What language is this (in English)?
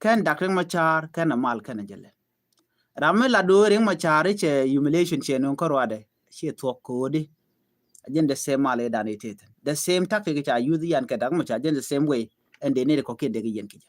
Nuer